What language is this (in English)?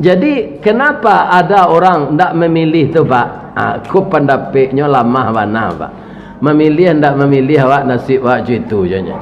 Minangkabau